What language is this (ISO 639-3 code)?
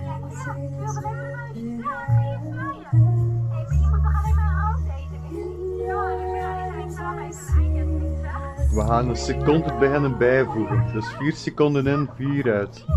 nld